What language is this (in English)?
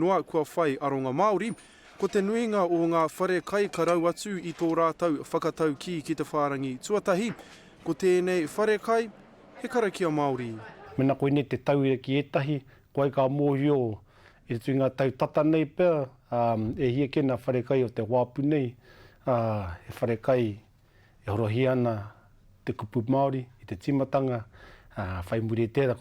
Māori